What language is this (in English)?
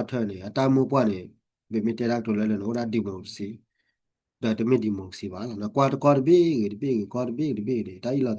S'gaw Karen